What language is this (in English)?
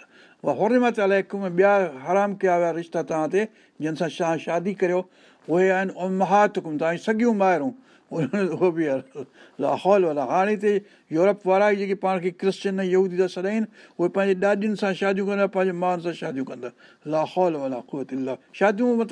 Sindhi